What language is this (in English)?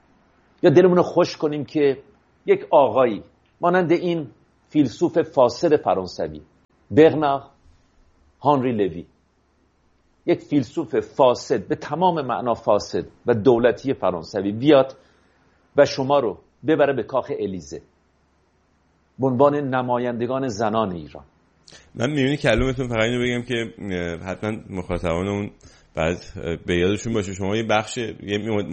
Persian